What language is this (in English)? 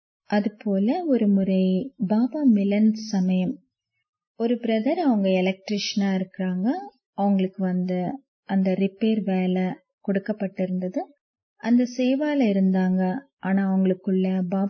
Tamil